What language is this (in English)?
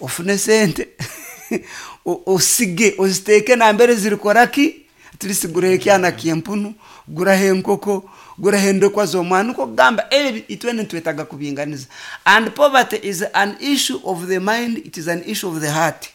Nyoro